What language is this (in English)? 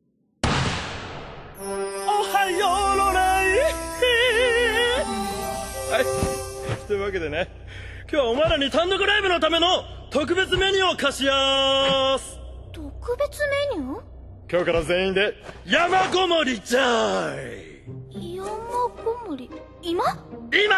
Japanese